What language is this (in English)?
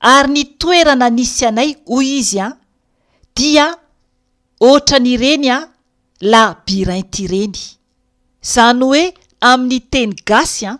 Malagasy